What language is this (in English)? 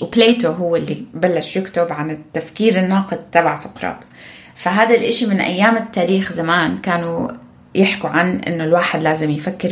North Levantine Arabic